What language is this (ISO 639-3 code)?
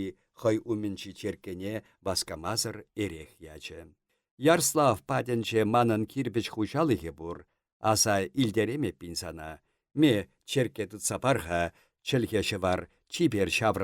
chv